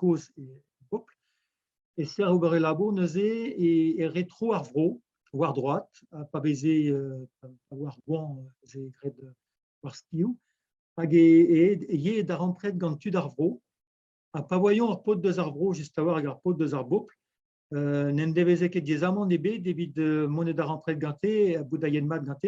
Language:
Breton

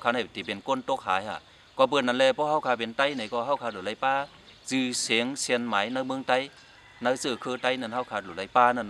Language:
Shan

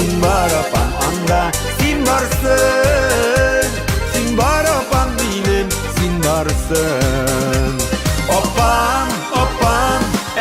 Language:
Bashkir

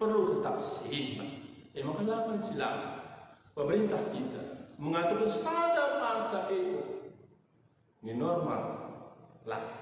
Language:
Batak Karo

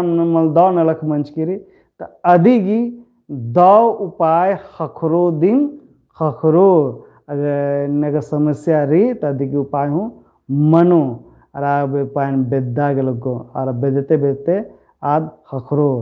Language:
Kurukh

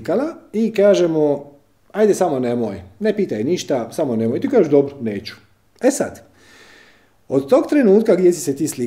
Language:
Croatian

